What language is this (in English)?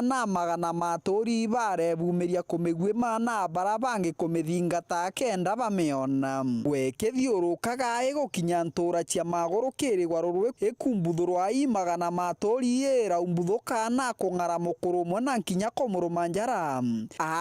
Meru